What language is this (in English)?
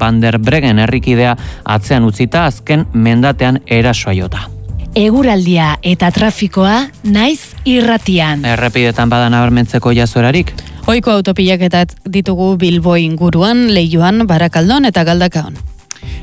Basque